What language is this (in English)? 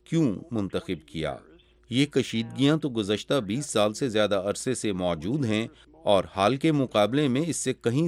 Urdu